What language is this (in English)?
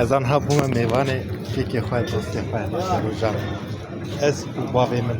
Kurdish